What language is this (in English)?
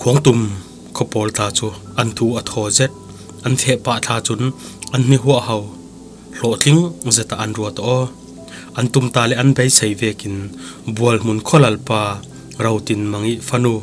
Falam Chin